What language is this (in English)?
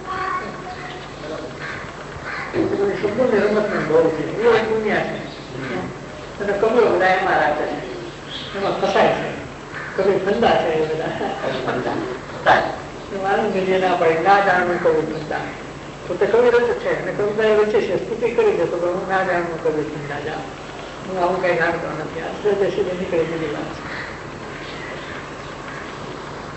Gujarati